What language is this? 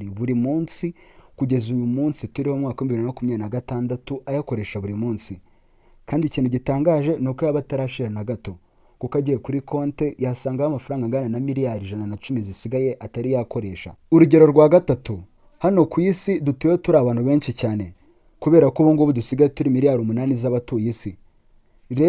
Kinyarwanda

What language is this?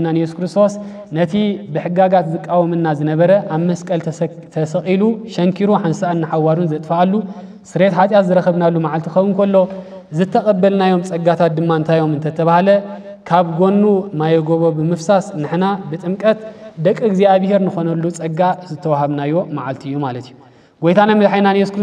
Tigrinya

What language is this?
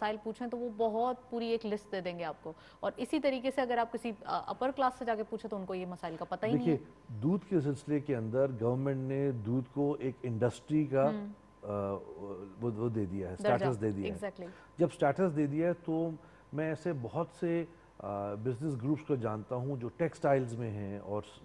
Urdu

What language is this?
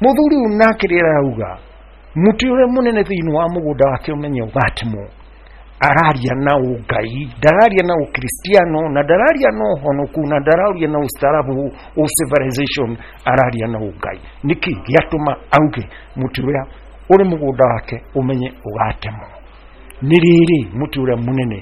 Kikuyu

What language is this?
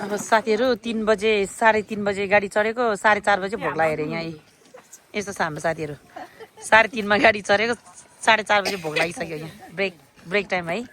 Nepali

